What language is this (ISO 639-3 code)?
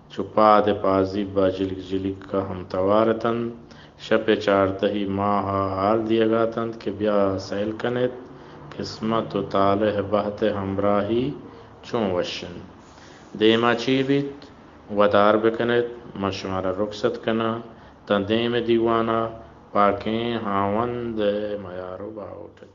bal